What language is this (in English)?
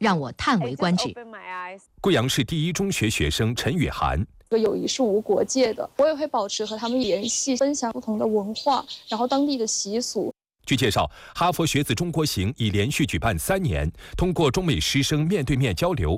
Chinese